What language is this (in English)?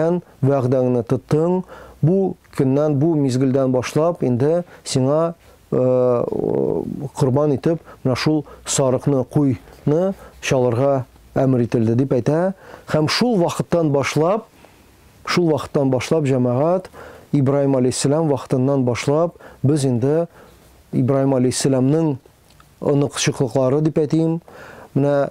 Tatar